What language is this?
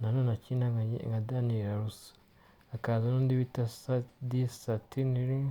Kinyarwanda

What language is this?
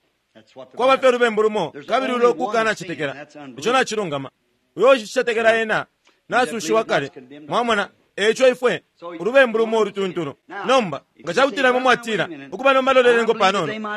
Bemba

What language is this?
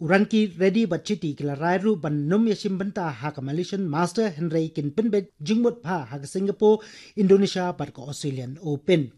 Khasi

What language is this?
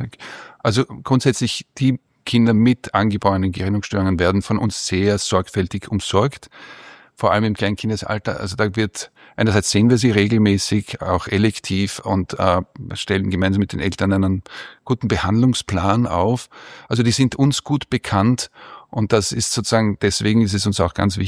German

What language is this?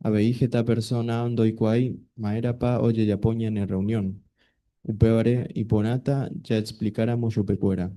Guarani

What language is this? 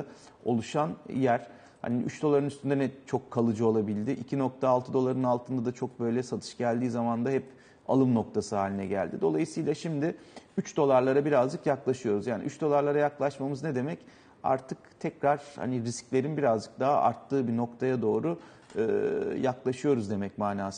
Turkish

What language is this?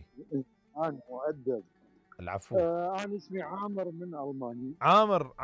Mesopotamian Arabic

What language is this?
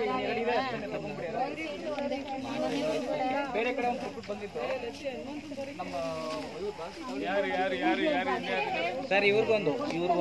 Kannada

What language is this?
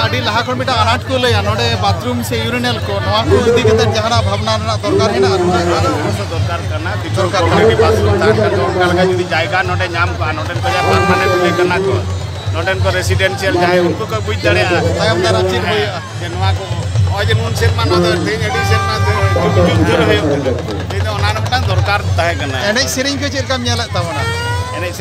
Santali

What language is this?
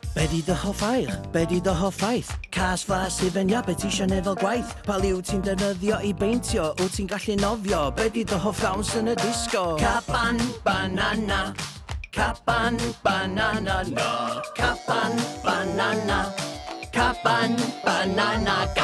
Welsh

